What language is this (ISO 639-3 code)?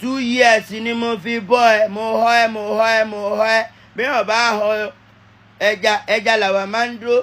yor